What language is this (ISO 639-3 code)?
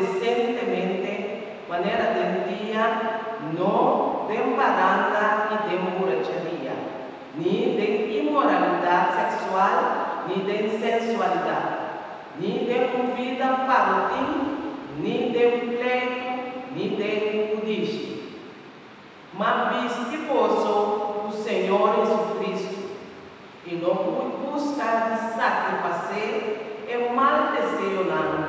pap